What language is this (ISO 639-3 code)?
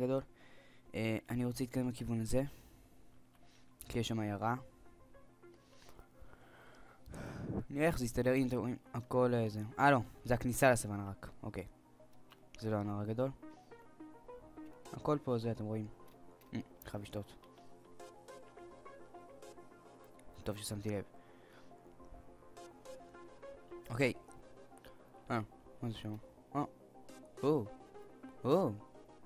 heb